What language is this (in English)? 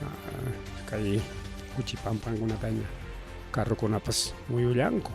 Ayacucho Quechua